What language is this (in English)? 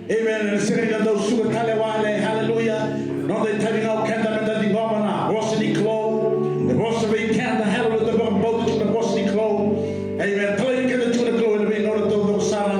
Fijian